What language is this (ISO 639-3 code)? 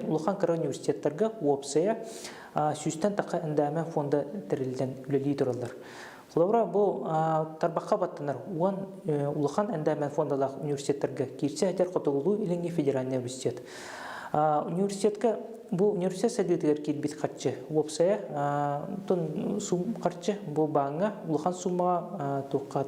sah